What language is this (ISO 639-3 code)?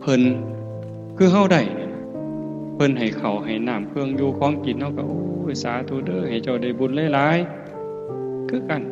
tts